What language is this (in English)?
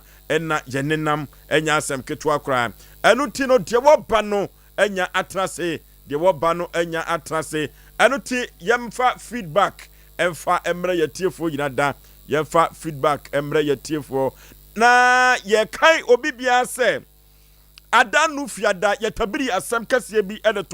Akan